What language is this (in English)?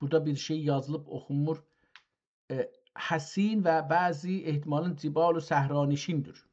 South Azerbaijani